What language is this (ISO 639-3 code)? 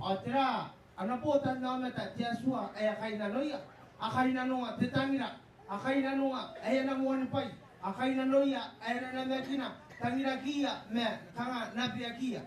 gil